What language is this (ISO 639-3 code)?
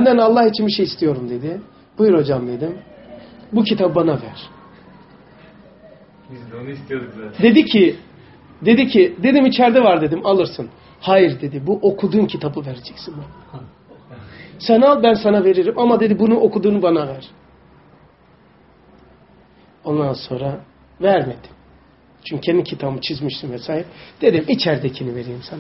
tur